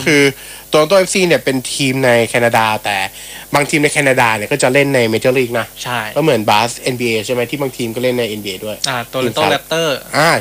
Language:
Thai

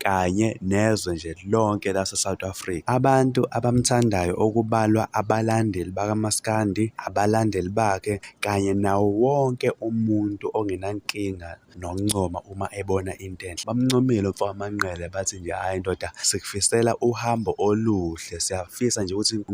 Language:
Zulu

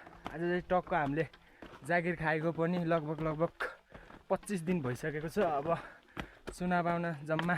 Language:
Nepali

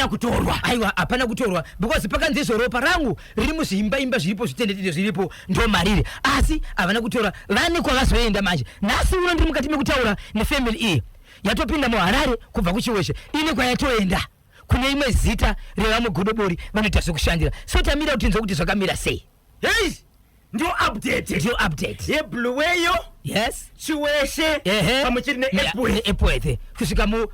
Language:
Shona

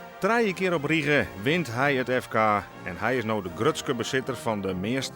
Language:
Western Frisian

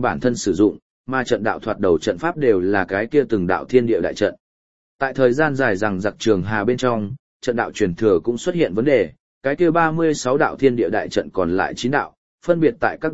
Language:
Vietnamese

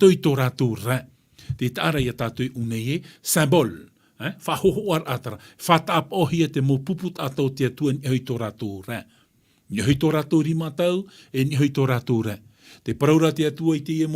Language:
Tahitian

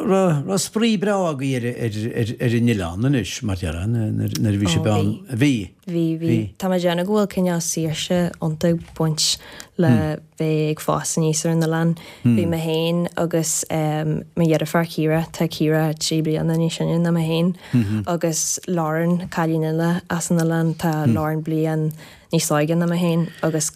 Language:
Irish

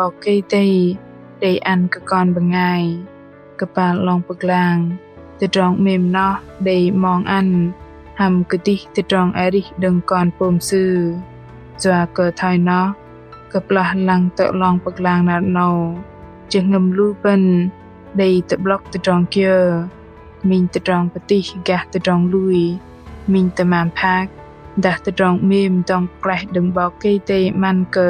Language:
Bahnar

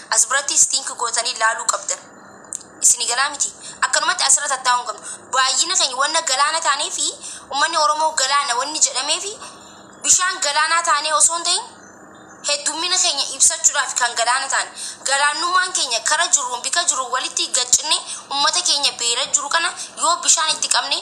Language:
Oromo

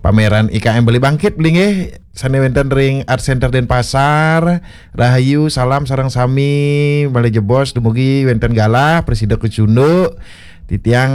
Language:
Balinese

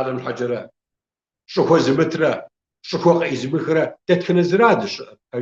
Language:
Kabardian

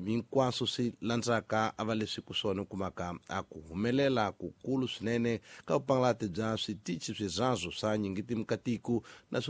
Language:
Tsonga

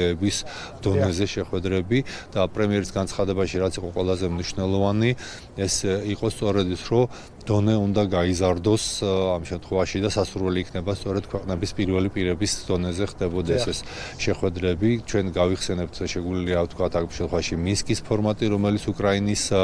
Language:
Georgian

